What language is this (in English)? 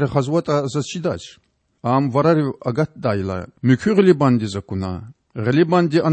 Lezghian